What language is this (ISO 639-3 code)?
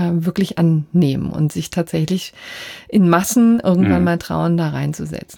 deu